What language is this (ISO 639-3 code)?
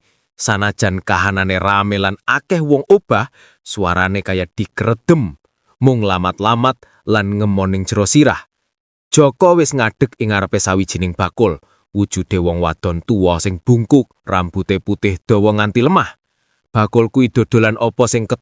jav